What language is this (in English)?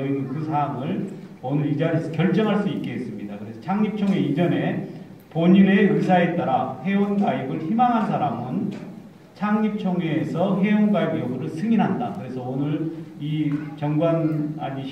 Korean